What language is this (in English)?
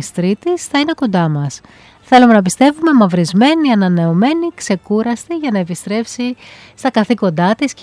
Greek